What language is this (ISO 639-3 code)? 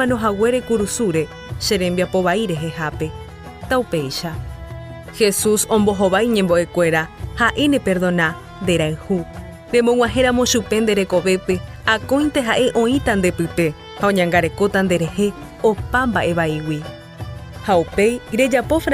grn